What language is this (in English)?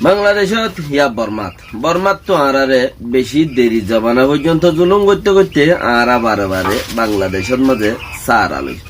Rohingya